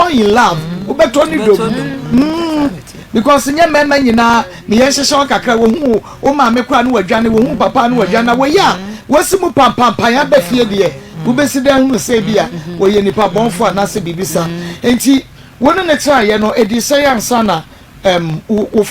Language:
Akan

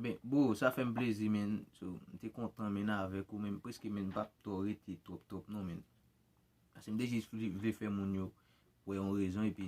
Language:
Haitian Creole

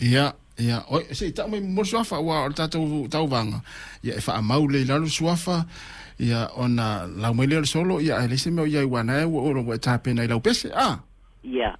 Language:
Samoan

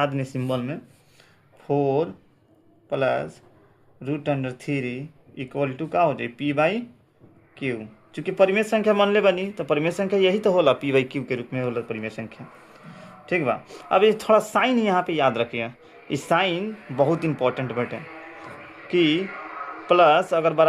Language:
Bhojpuri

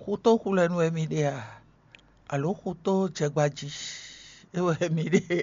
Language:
Fon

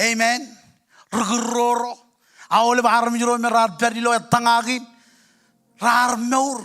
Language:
Marshallese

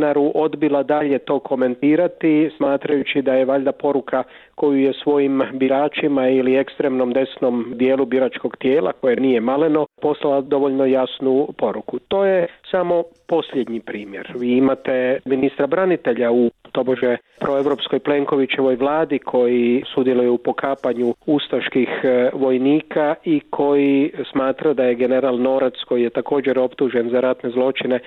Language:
Croatian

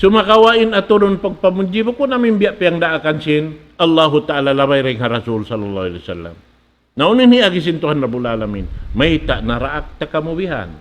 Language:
Tausug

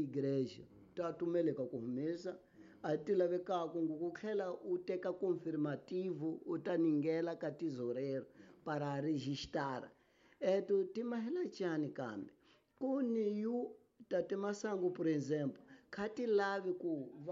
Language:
Tsonga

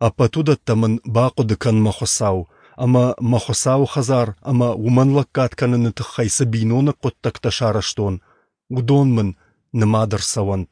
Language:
Ossetic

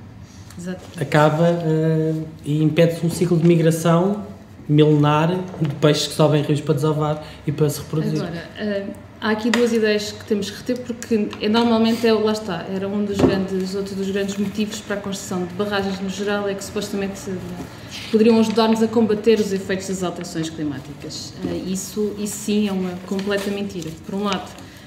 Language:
Portuguese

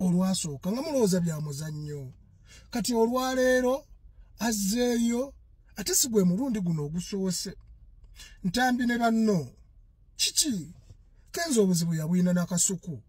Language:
Ganda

